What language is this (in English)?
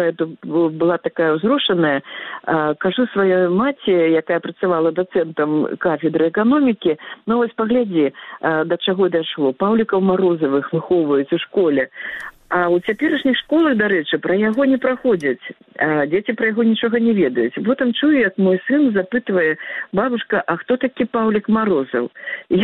Belarusian